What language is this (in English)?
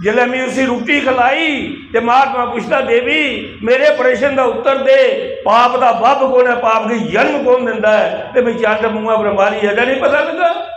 Dogri